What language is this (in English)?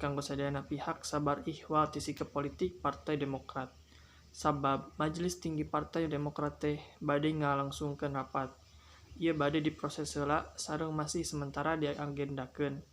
Sundanese